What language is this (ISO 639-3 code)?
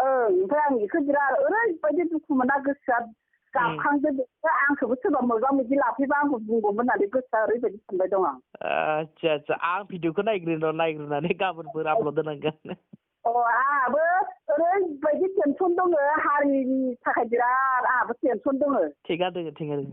brx